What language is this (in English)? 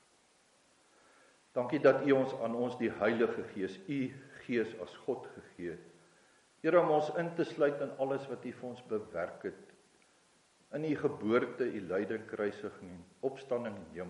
Afrikaans